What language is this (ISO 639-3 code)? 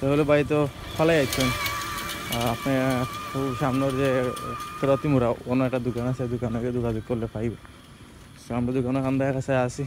syl